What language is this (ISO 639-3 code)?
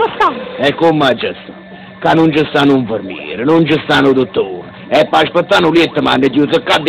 nap